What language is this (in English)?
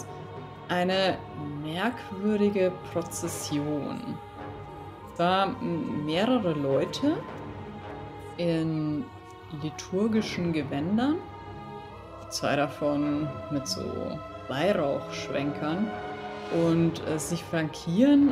German